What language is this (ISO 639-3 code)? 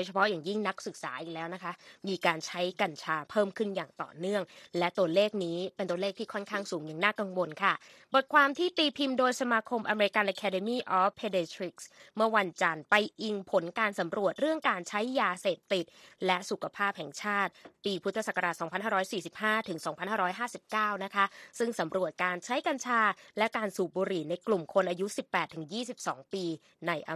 tha